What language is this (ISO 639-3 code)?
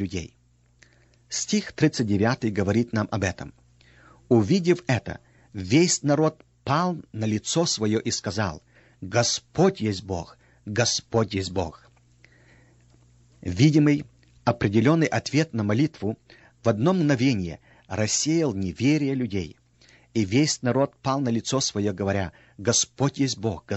rus